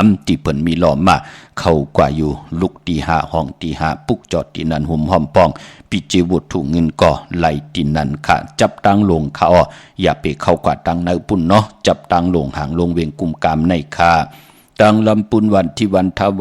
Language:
Shan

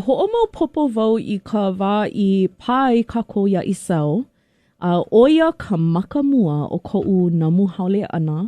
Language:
Hawaiian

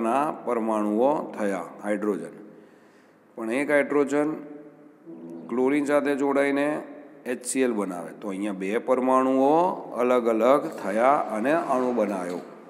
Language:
Gujarati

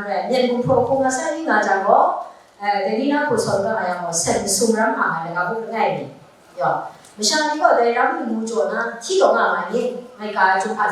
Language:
Kachin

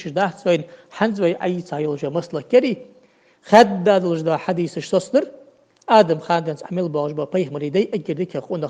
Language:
Ingush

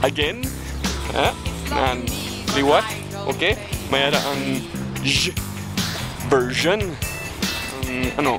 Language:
Hiligaynon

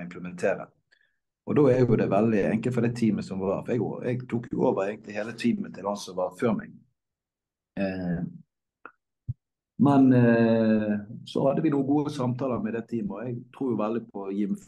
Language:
Norwegian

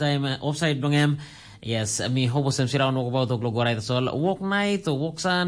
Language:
Tok Pisin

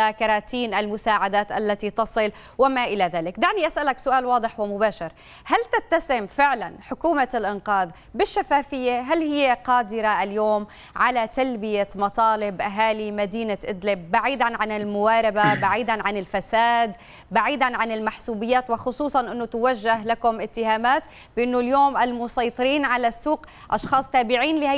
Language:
Arabic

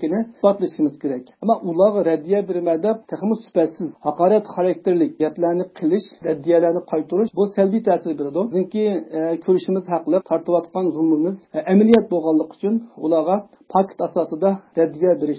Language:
Uyghur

